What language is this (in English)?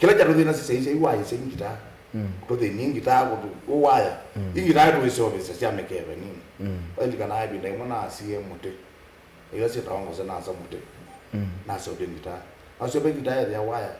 Kamba